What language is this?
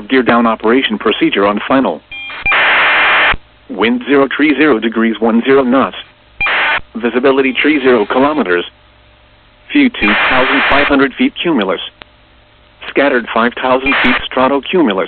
English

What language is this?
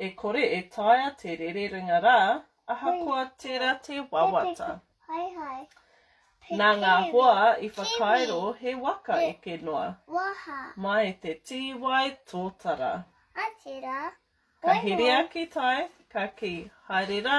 Māori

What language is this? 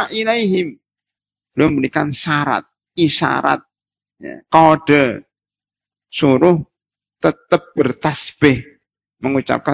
Indonesian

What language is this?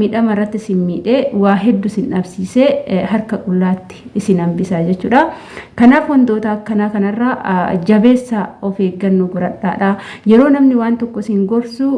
Oromo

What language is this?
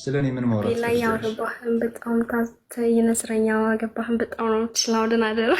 Amharic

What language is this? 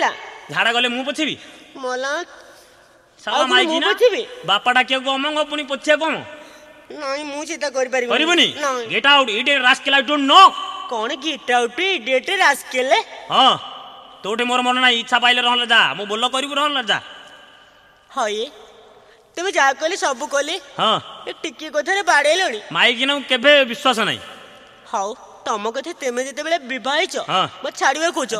Odia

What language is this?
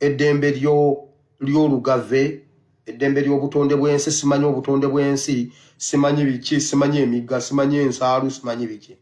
Ganda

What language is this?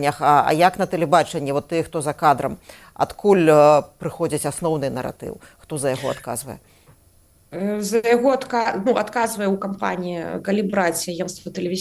Belarusian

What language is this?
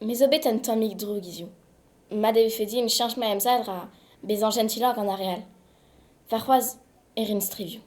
Breton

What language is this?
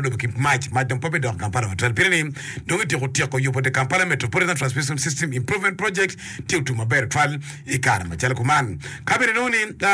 Acoli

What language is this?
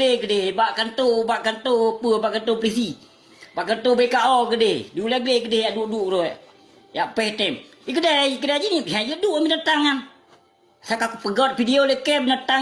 Achinese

